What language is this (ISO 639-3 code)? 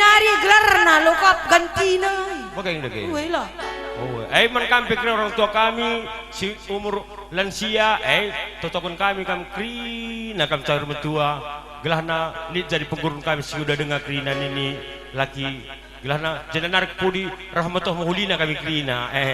btx